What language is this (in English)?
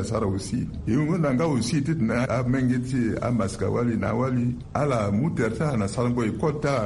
Sango